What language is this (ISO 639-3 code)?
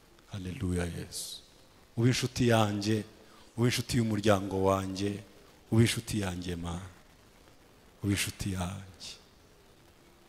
kin